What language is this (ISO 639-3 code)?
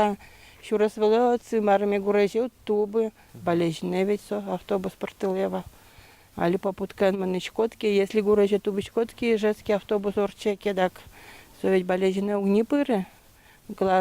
udm